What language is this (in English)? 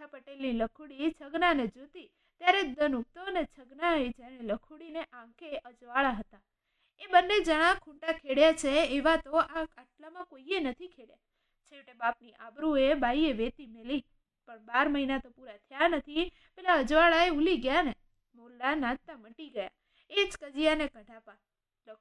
Gujarati